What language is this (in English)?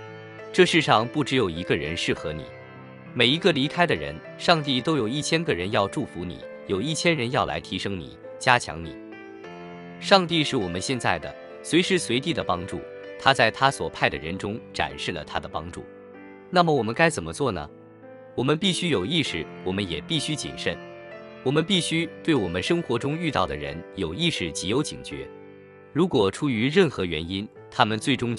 Chinese